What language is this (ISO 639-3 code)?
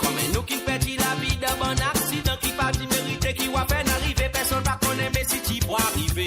mfe